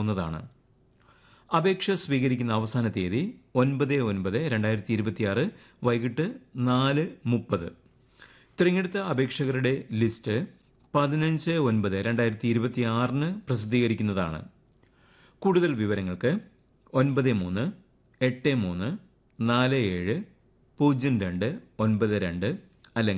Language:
Malayalam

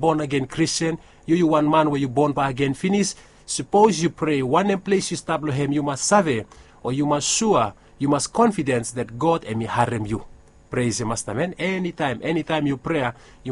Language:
Bislama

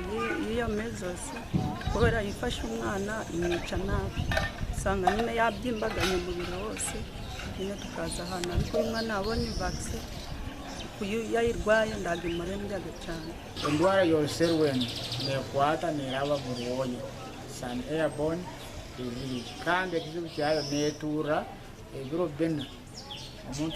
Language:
Nyankole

